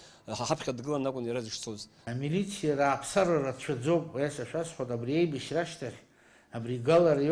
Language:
Abkhazian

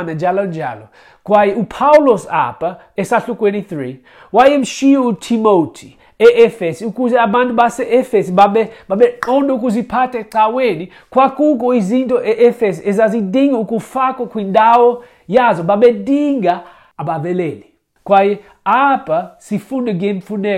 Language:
Xhosa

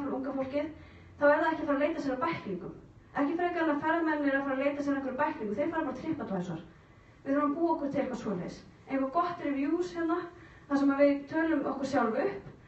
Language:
Icelandic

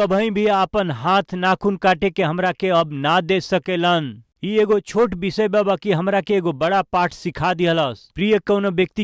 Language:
Bhojpuri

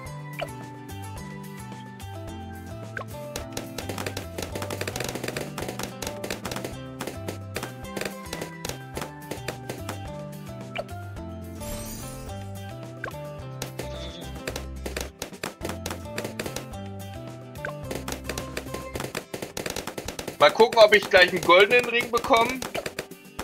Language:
German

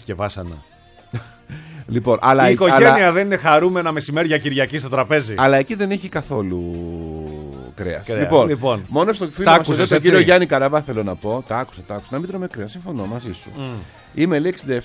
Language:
Greek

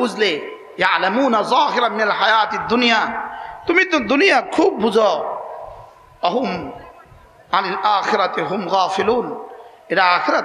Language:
Bangla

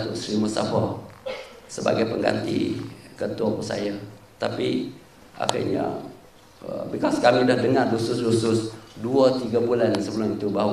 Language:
Malay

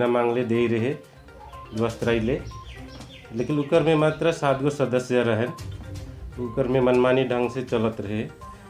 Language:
Sadri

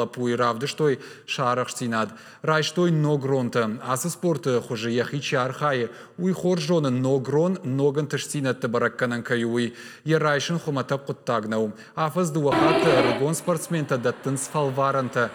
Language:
Ossetic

